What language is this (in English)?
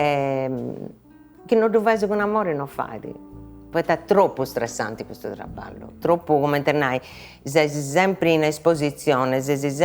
Sardinian